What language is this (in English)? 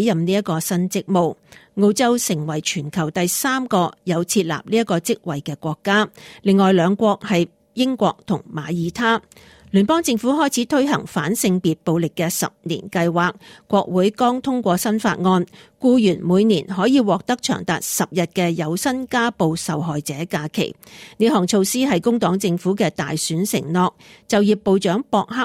Cantonese